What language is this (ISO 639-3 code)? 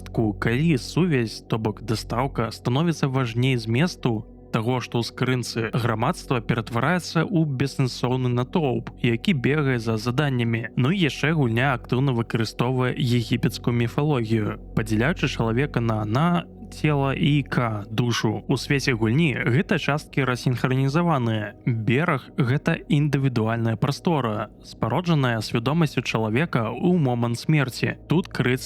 bel